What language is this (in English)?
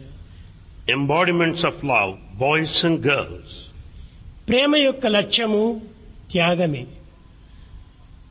Telugu